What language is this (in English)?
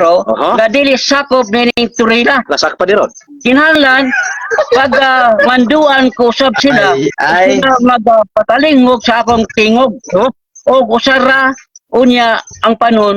Cebuano